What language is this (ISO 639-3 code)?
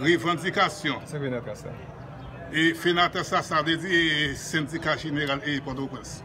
hat